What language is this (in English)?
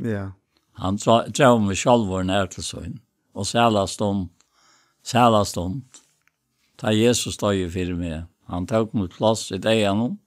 Faroese